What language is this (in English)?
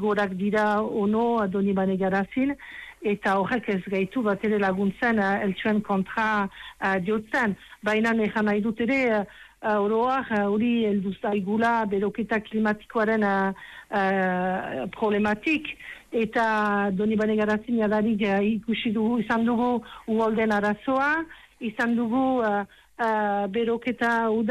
Basque